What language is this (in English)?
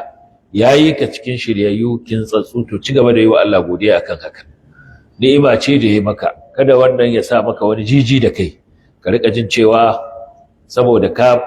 Hausa